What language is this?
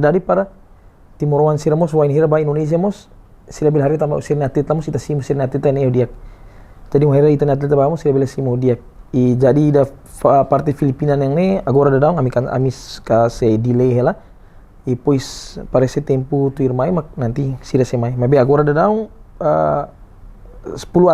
Tetum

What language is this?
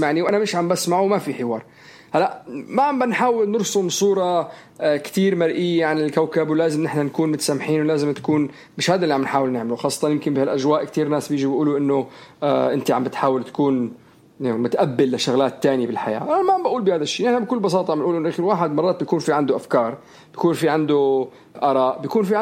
North Levantine Arabic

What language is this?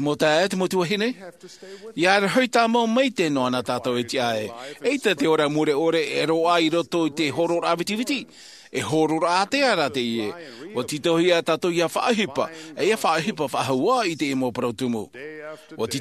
Tahitian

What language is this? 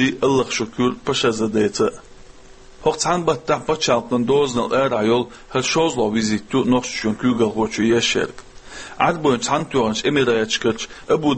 Chechen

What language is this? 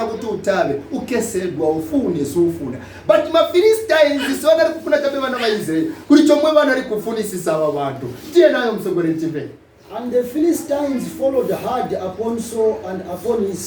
Nyanja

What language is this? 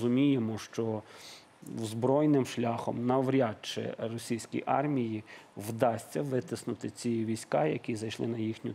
Ukrainian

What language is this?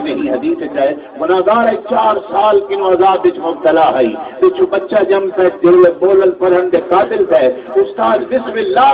Saraiki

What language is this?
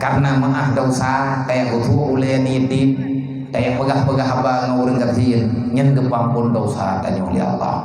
Achinese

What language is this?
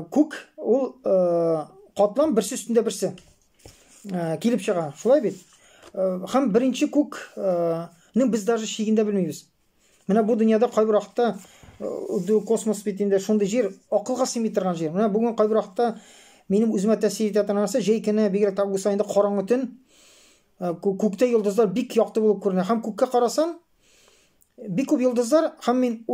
Tatar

